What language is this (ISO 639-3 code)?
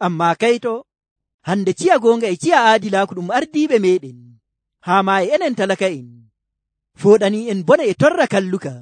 fuv